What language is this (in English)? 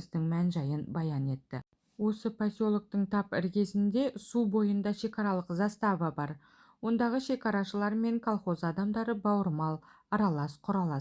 Kazakh